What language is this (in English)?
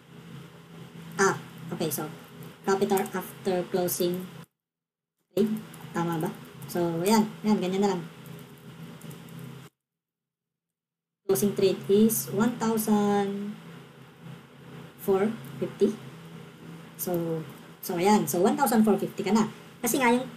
Filipino